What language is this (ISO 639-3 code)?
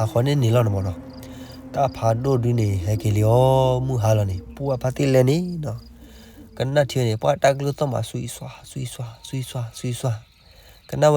ksw